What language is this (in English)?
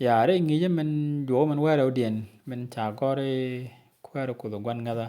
Nuer